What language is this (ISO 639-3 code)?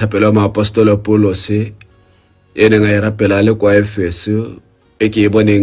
tsn